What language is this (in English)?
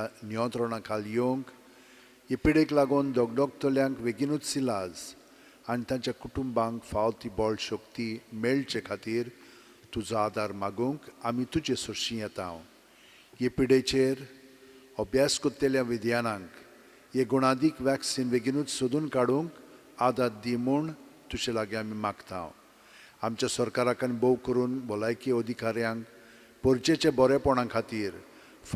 Konkani